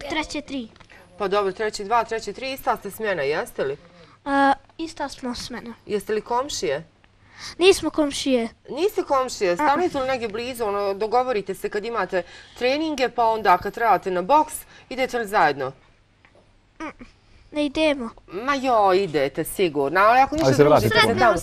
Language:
Bosnian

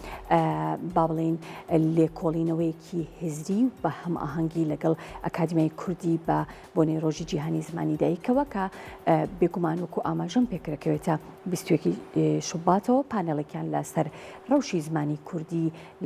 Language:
Central Kurdish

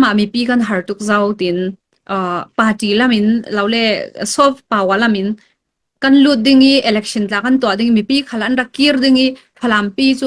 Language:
Falam Chin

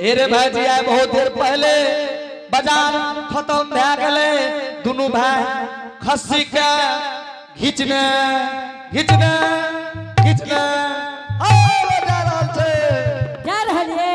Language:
Angika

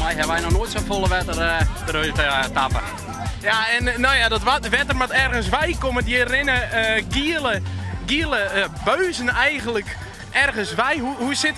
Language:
Western Frisian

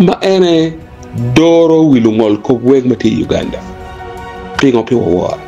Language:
Acoli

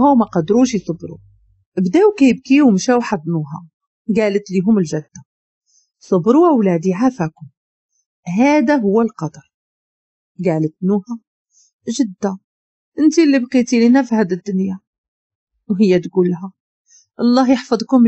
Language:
Moroccan Arabic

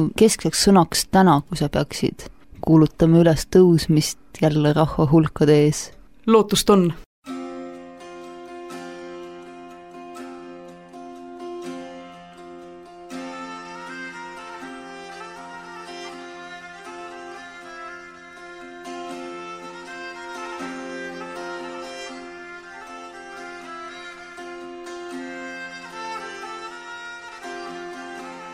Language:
Estonian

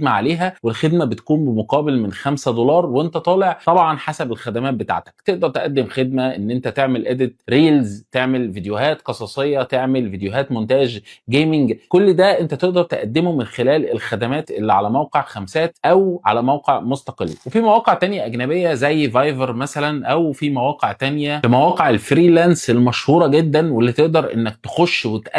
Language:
Egyptian Arabic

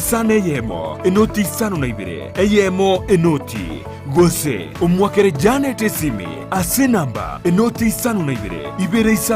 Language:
Gusii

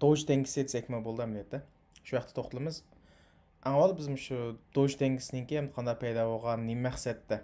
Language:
Uyghur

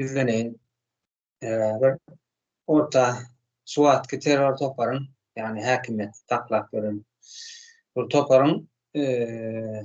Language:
Turkmen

